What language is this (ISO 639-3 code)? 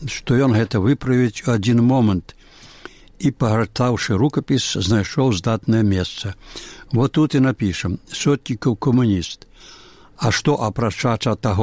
bel